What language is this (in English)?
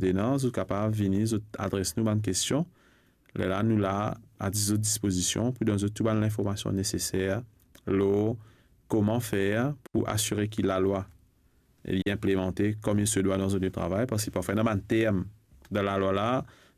Morisyen